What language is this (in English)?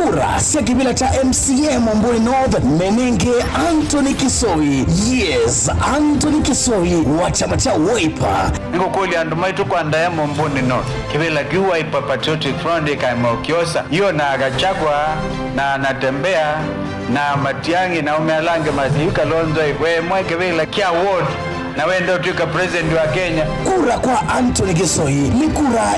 Kamba